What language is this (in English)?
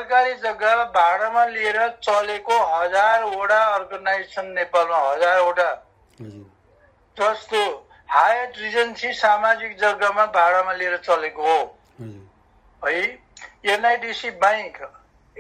Nepali